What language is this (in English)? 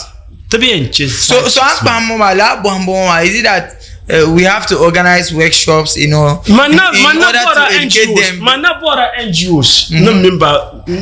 Dagbani